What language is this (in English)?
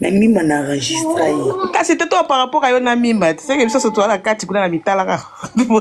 Lingala